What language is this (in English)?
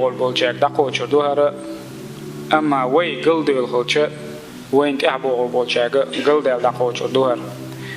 Chechen